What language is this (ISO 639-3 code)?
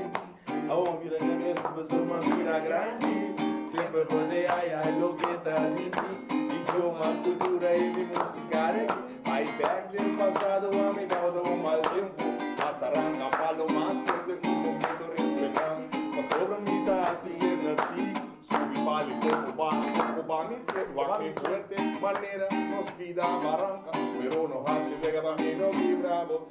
pap